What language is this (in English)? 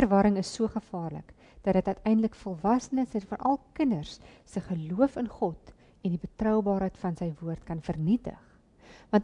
Afrikaans